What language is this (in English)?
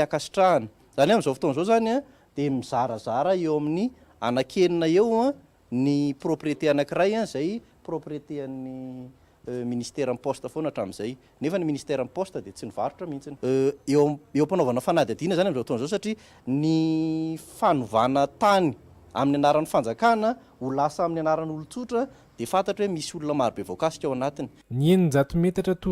Malagasy